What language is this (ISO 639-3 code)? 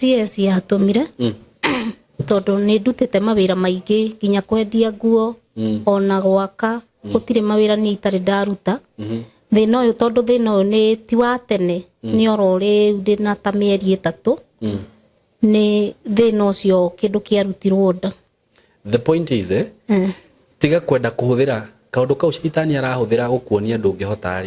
kik